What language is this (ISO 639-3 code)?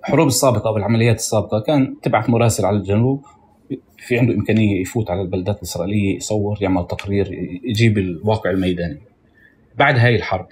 apc